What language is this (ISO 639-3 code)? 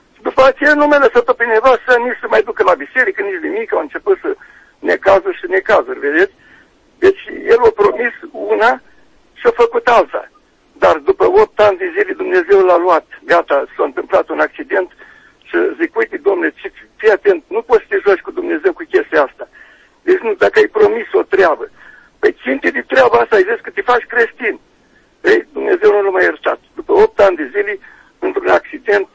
ron